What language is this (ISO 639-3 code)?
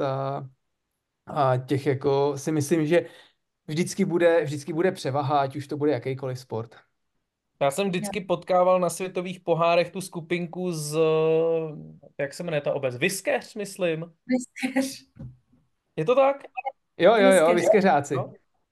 ces